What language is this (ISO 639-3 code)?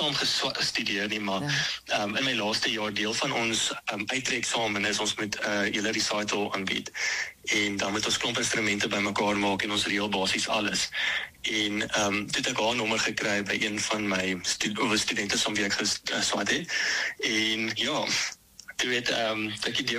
afr